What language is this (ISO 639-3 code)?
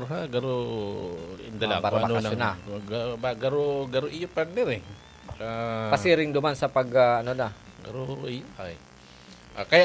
bik